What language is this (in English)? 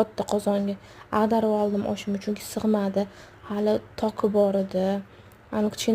Uzbek